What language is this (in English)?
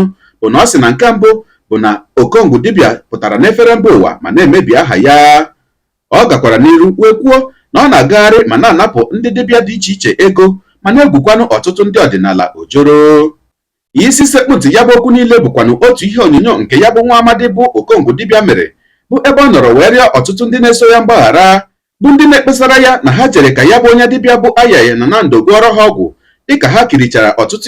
Igbo